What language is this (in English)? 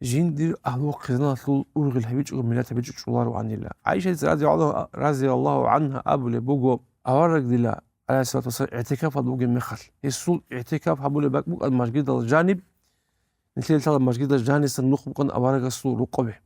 Avaric